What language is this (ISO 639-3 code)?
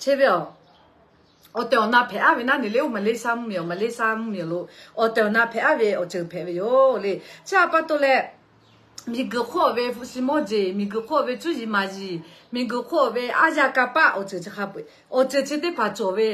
lhu